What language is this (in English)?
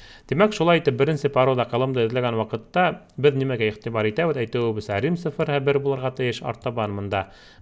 Bashkir